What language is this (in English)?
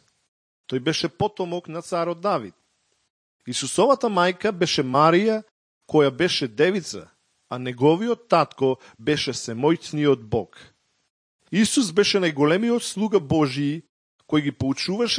Macedonian